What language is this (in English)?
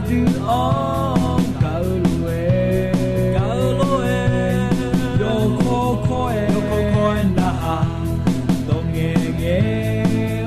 Akha